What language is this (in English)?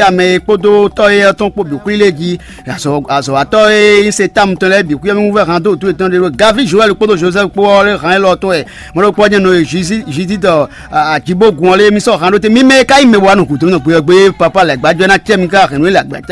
Fon